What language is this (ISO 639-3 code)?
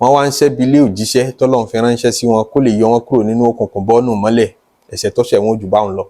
yor